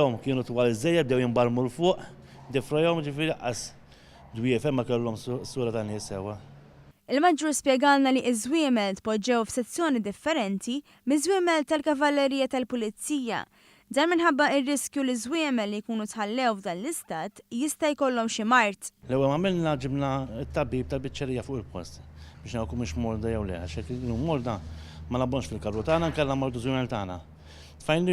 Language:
Maltese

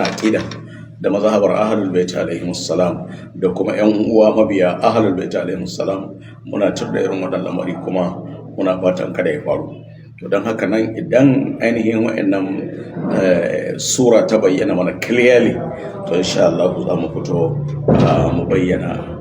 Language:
Hausa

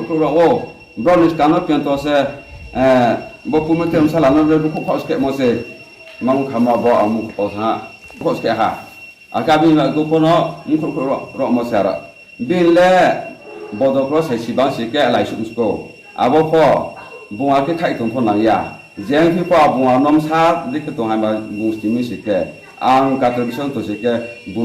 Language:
Riang (India)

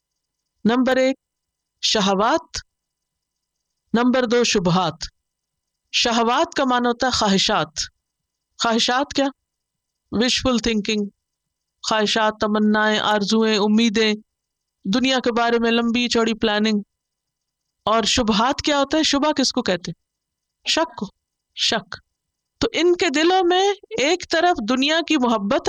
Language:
Urdu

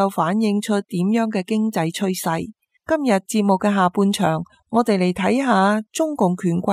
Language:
Cantonese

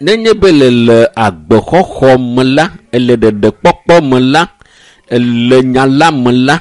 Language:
Ewe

